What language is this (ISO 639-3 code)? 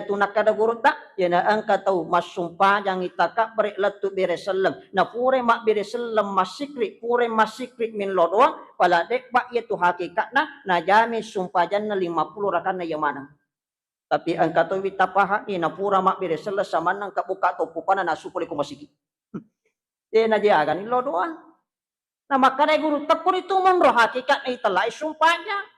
bug